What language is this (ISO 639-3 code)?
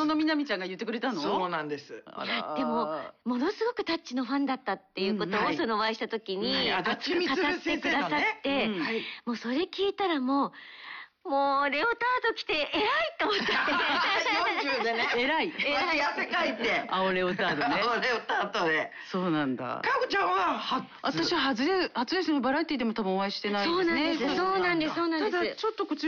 jpn